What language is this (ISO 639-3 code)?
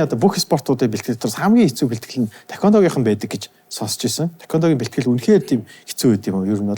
mon